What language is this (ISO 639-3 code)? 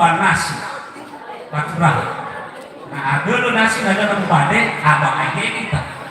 nia